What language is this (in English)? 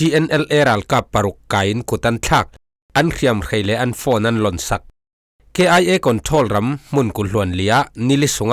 Falam Chin